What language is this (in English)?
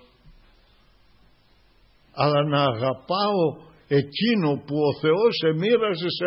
Greek